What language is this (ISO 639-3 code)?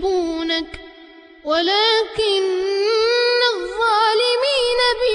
ara